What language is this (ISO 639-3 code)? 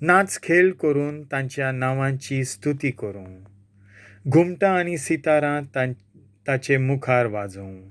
kok